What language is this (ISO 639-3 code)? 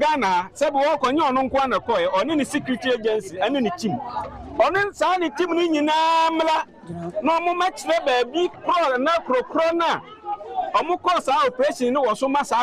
aka